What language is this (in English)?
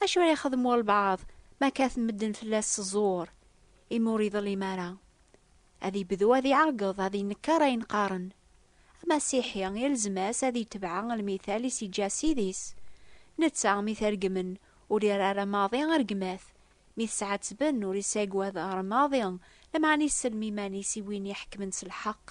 Kabyle